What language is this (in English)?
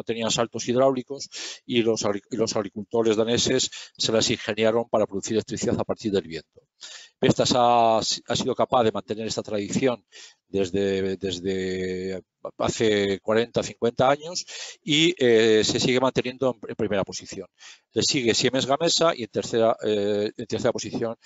Spanish